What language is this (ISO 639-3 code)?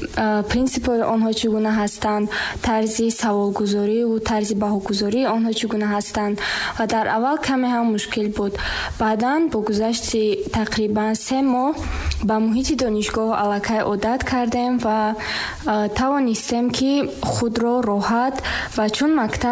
tgk